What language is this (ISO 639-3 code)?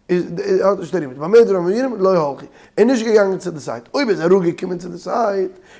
yid